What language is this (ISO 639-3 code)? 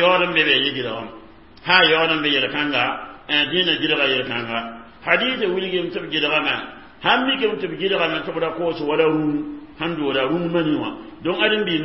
mos